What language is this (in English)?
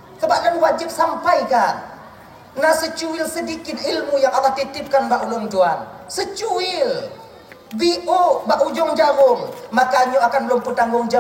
Achinese